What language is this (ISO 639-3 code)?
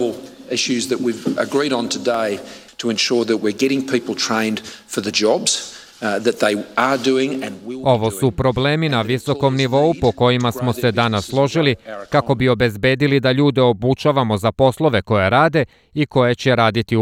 srp